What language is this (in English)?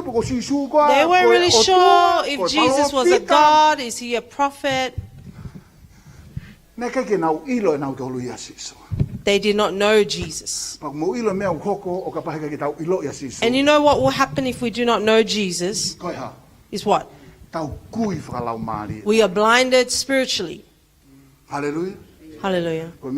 Tongan